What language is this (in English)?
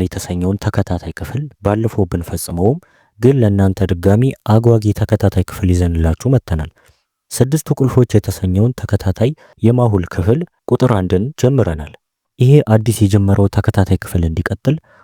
Amharic